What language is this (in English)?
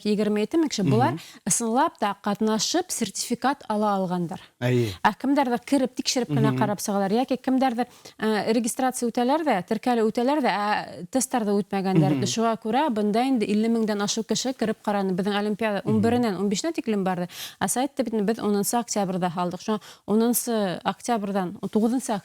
Bashkir